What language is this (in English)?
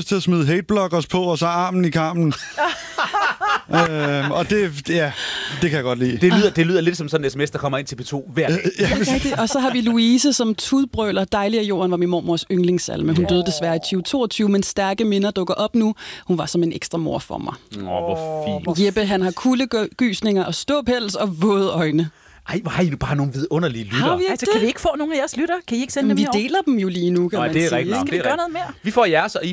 Danish